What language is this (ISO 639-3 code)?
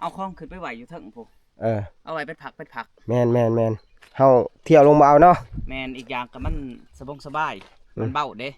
tts